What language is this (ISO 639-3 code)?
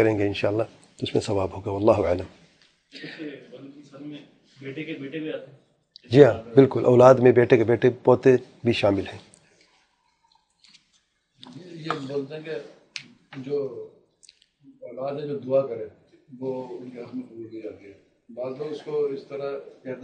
urd